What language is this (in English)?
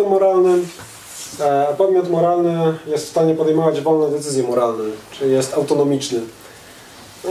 Polish